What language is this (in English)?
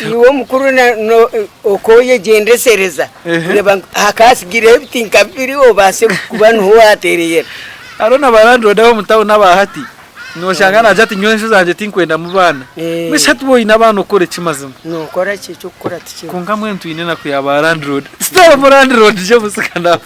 Nyankole